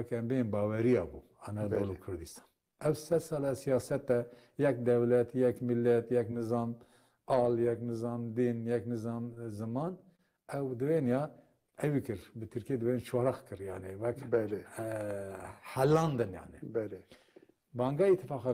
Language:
Kurdish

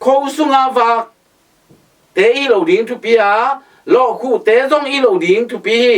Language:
Tedim Chin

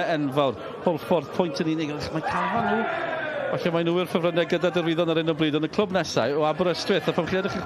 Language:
Welsh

